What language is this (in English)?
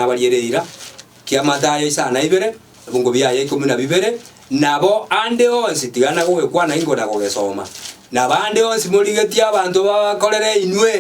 Gusii